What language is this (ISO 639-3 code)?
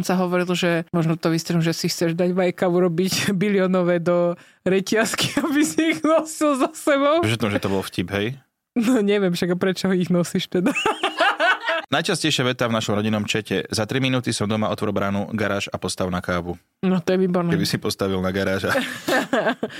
slk